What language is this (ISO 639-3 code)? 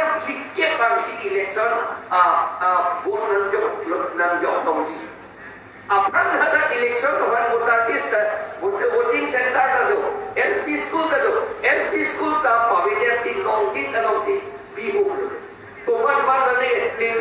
mjw